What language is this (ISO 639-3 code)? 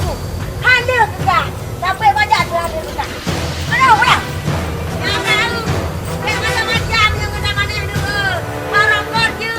ace